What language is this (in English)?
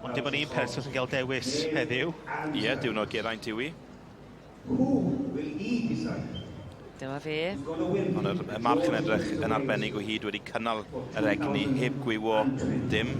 Welsh